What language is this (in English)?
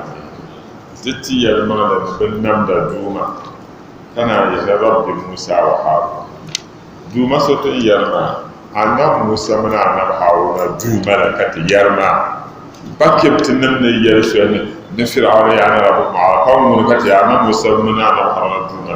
Dagbani